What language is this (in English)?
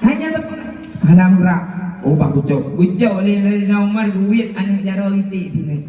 Achinese